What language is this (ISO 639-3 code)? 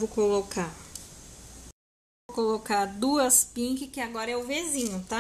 por